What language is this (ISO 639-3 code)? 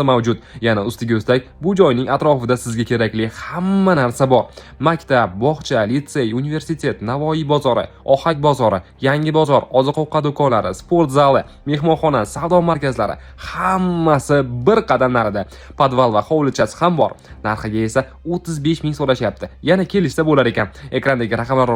uzb